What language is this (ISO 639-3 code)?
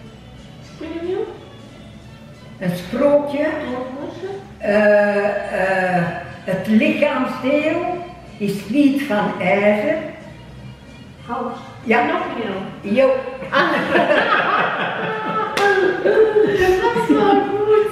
nld